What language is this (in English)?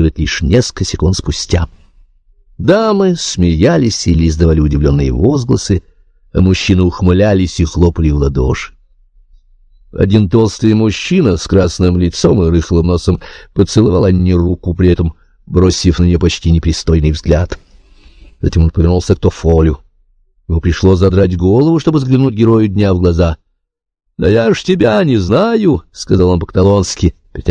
Russian